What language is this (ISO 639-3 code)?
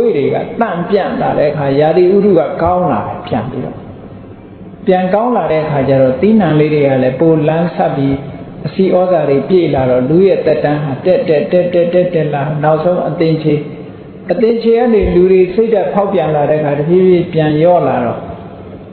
mya